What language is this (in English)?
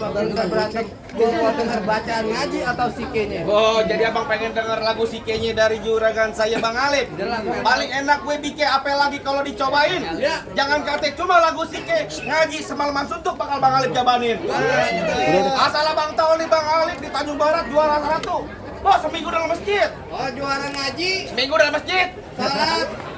Betawi